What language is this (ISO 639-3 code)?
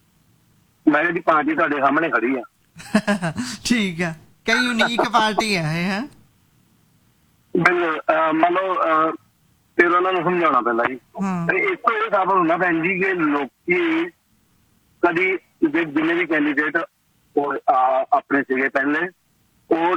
pan